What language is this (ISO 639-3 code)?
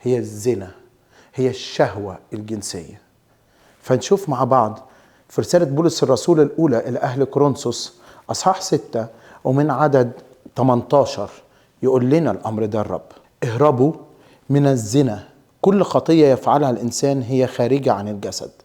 arz